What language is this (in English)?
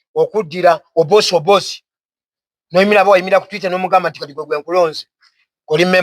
Ganda